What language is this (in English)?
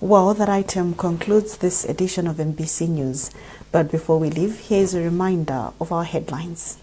English